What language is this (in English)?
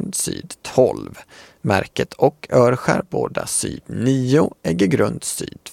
Swedish